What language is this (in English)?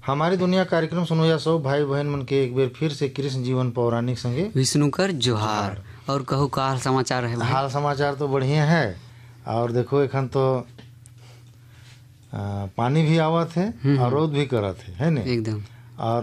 Sadri